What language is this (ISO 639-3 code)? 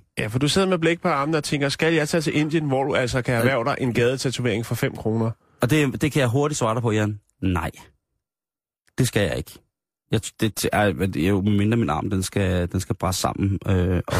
dan